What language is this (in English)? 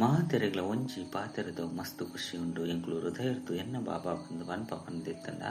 Tulu